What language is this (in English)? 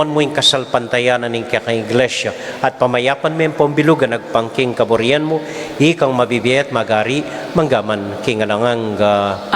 Pampanga